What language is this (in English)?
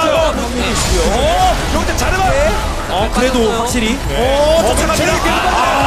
Korean